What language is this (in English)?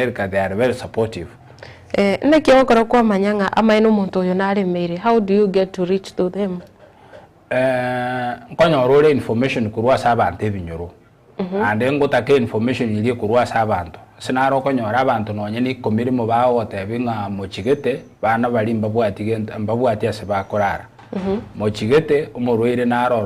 Gusii